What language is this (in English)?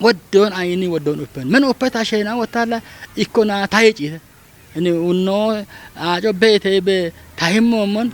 Kafa